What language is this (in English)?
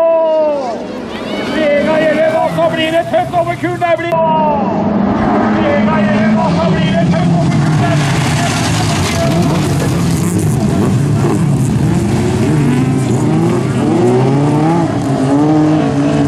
Norwegian